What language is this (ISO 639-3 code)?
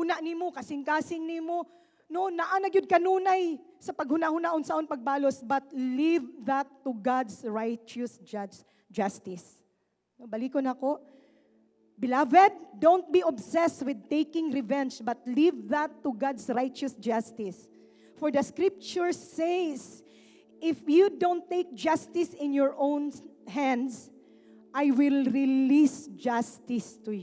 ceb